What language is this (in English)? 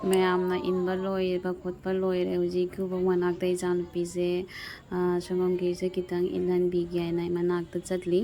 Manipuri